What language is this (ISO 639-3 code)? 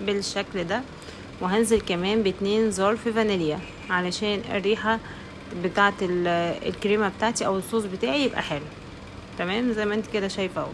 arz